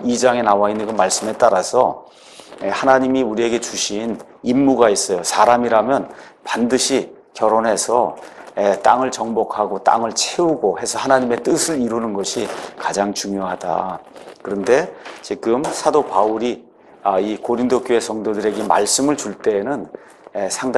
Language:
Korean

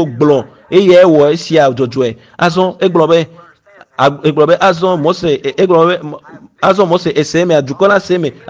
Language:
Ewe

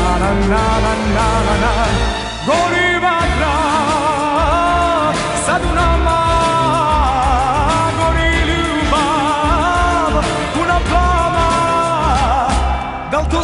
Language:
Serbian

